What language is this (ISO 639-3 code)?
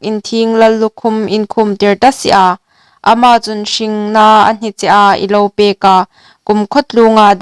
hmr